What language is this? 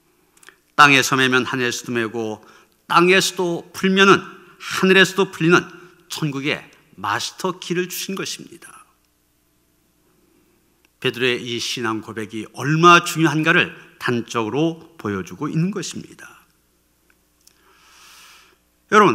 Korean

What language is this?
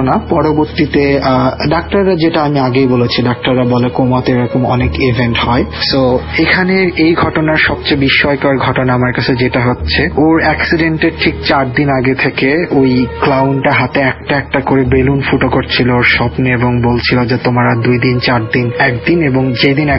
Bangla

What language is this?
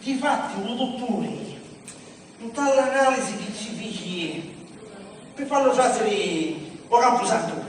Sicilian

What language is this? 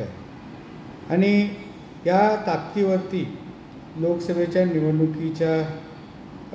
Marathi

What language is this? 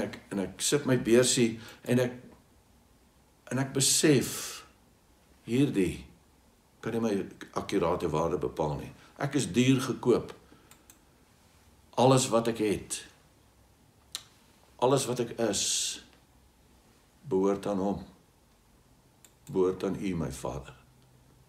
Afrikaans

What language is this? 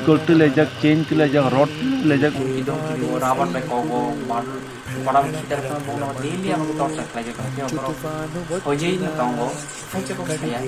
Kok Borok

